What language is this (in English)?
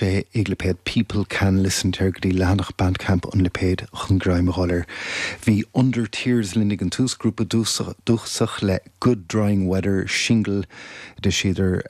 Irish